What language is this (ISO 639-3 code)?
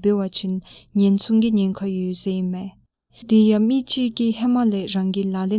dzo